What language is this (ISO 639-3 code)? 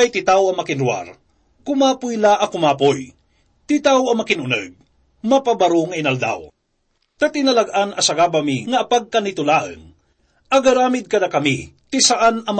ilo